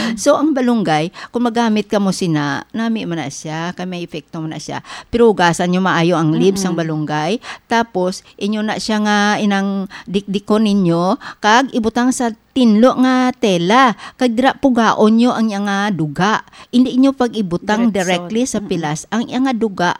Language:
Hiligaynon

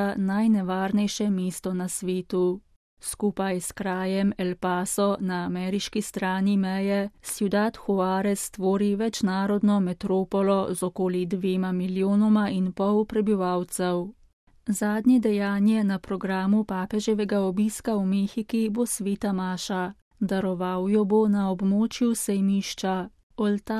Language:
Slovenian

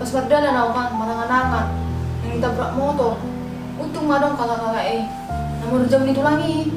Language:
Batak Toba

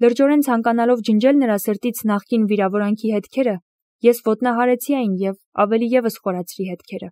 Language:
Armenian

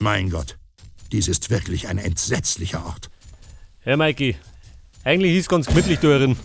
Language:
Bavarian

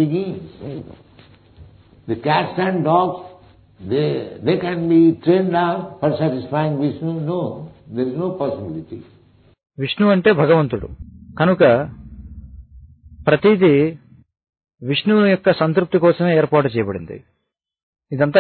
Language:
Telugu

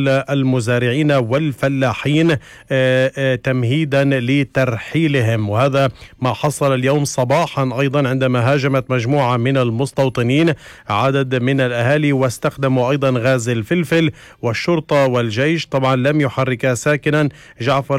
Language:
North Levantine Arabic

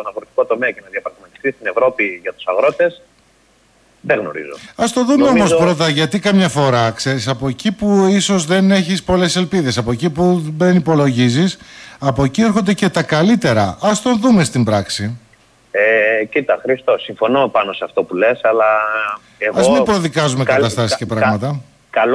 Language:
Greek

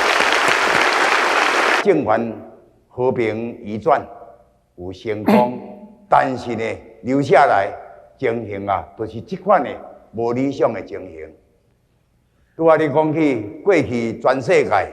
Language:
Min Nan Chinese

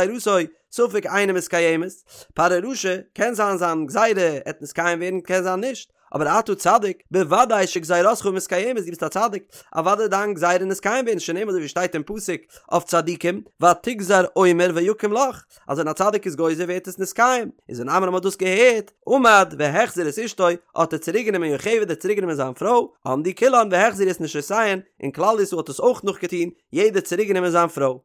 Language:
Yiddish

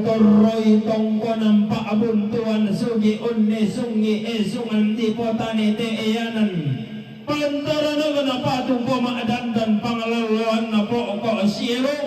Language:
Toraja-Sa'dan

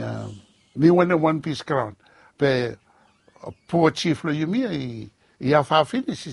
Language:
Bislama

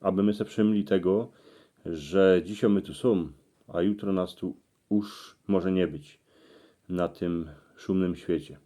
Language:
Silesian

